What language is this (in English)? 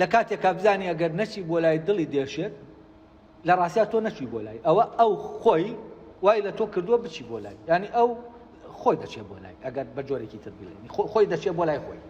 Central Kurdish